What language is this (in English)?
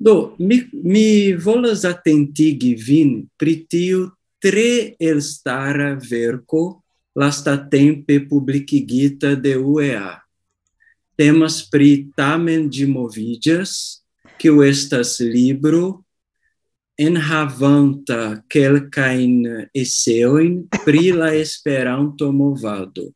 Esperanto